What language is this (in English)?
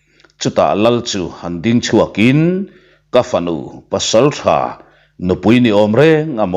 Mizo